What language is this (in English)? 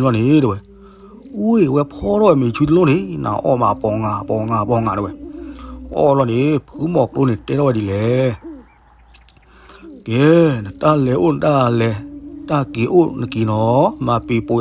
S'gaw Karen